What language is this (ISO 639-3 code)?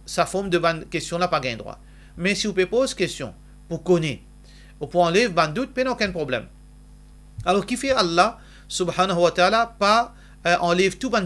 mfe